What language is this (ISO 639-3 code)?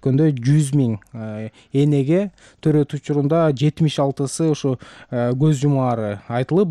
kir